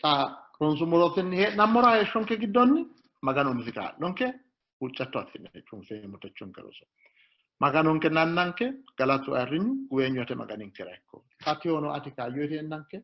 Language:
Sidamo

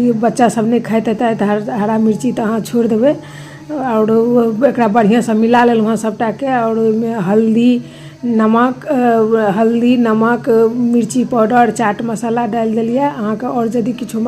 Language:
Maithili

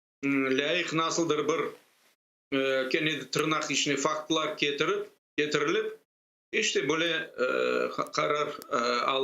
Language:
Crimean Tatar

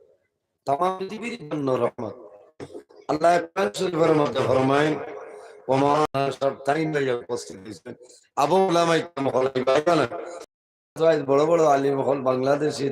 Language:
Sylheti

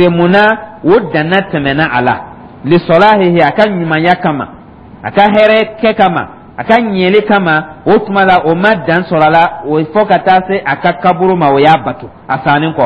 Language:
Dyula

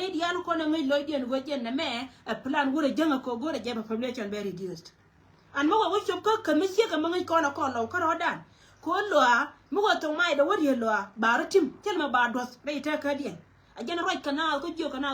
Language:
Nuer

